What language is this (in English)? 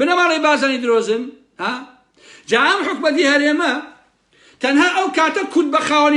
Central Kurdish